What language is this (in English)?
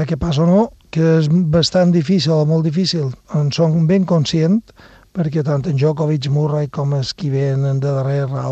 Catalan